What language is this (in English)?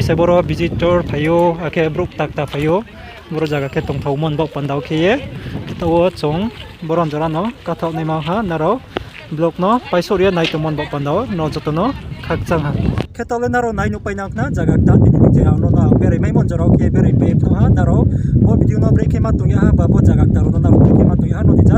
Riang (India)